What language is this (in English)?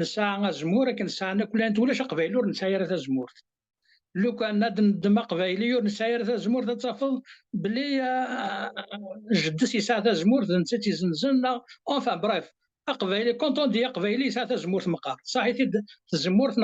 Kabyle